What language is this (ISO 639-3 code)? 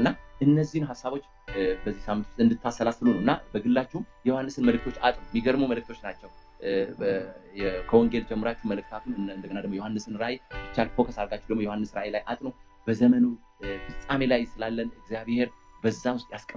amh